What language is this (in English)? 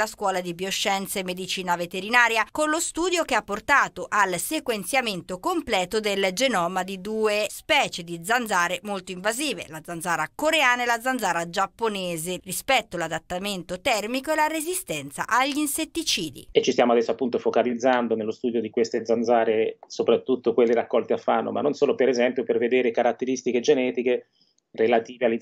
Italian